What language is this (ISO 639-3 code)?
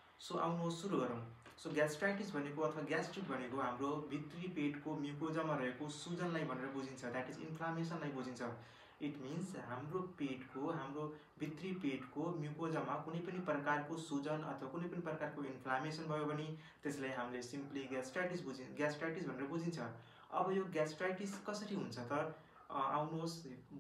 nep